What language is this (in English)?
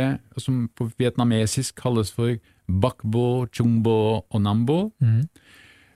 Norwegian